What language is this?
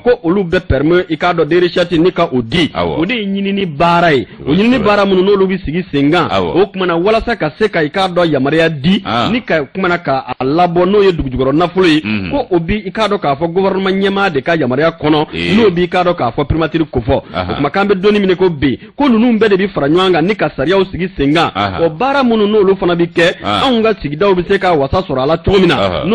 Bambara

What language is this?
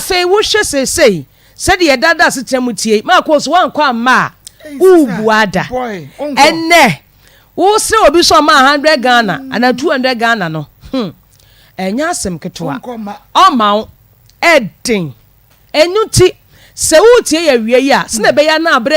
Akan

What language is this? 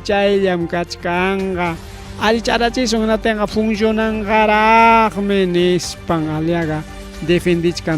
Ayacucho Quechua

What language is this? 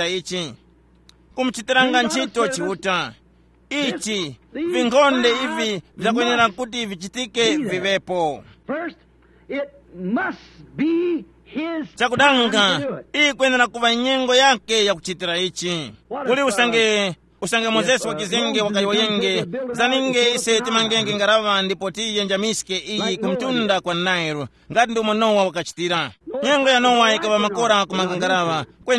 Tumbuka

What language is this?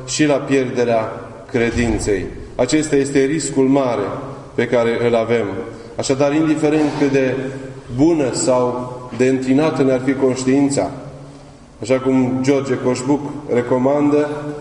Romanian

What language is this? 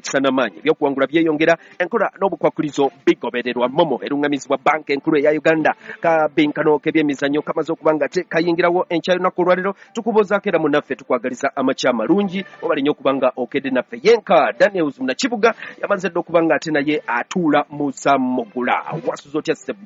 Ganda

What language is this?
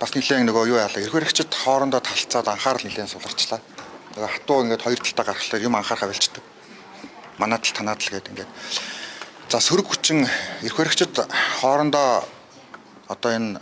Mongolian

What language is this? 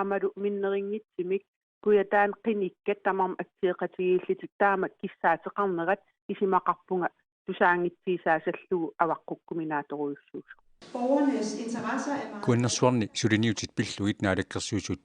Kalaallisut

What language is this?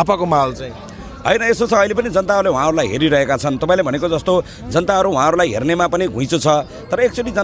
Nepali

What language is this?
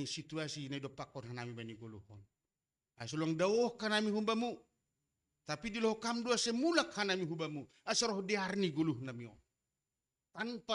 Batak Simalungun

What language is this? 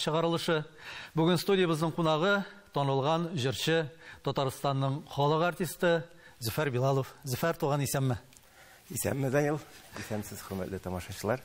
Tatar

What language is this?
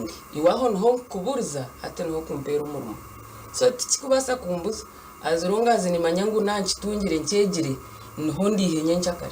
Nyankole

